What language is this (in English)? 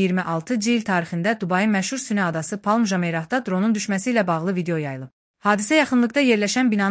Azerbaijani